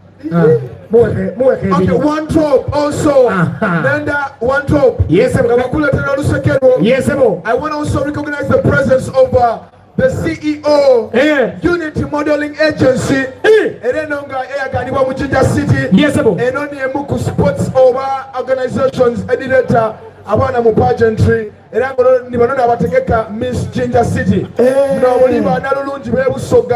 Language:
Soga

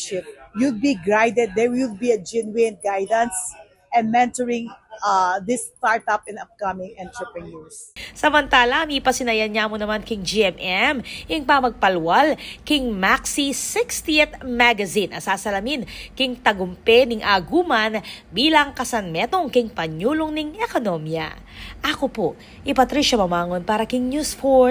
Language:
Pampanga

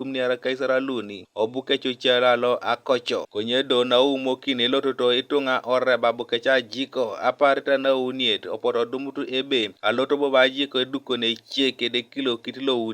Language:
Teso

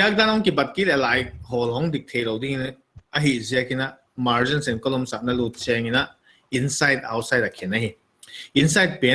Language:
Paite Chin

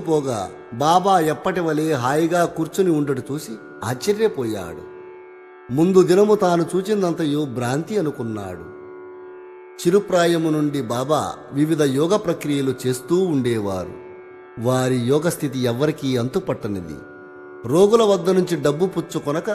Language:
Telugu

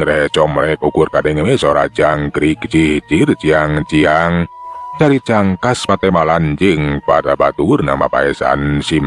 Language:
Sundanese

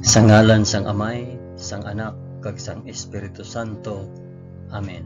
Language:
Hiligaynon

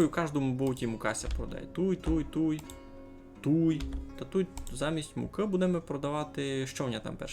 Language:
Rusyn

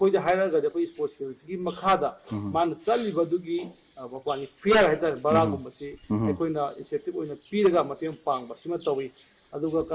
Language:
Manipuri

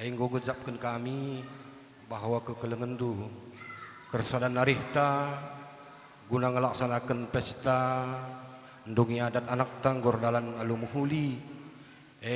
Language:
Batak Karo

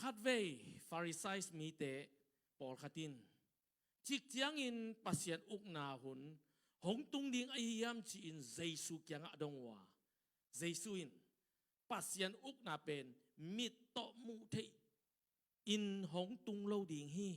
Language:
Tedim Chin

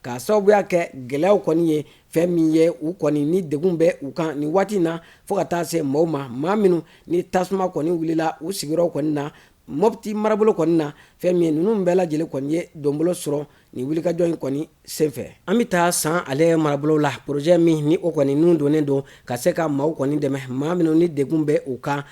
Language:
Bambara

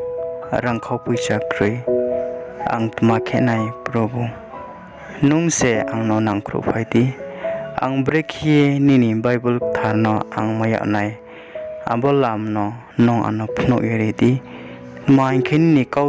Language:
Riang (India)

